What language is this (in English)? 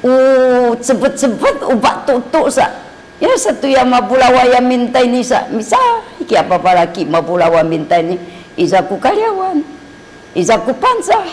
Sakizaya